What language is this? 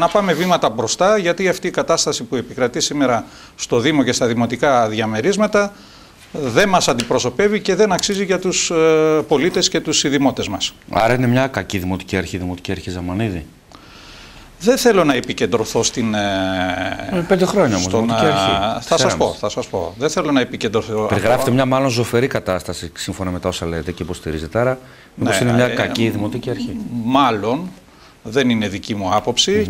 Greek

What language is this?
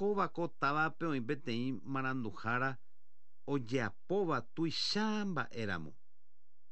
Guarani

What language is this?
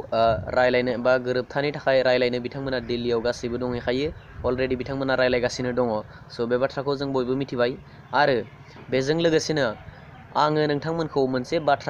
Bodo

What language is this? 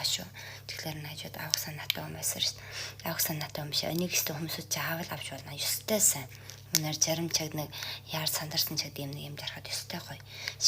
Mongolian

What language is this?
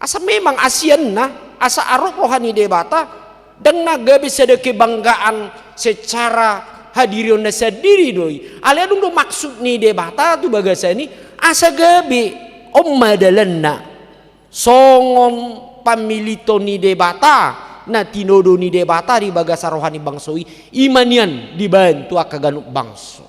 Batak Toba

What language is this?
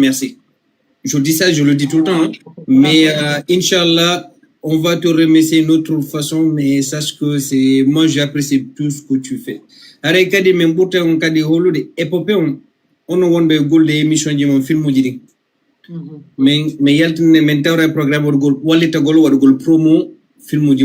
Fula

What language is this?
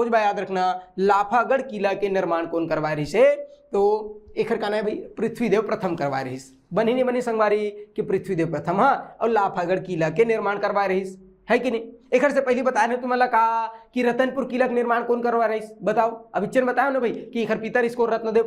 Chhattisgarhi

